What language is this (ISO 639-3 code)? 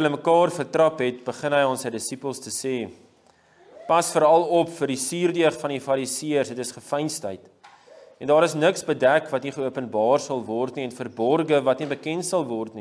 afr